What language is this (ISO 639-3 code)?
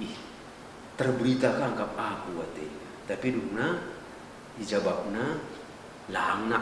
btx